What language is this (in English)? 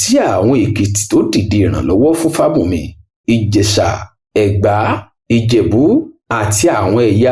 Yoruba